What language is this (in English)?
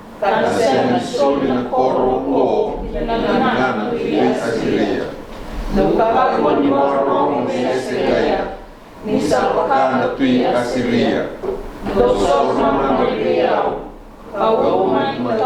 Fijian